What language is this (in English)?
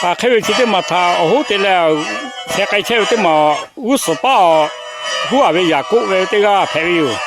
Lahu